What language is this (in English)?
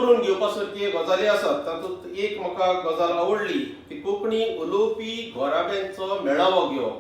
Konkani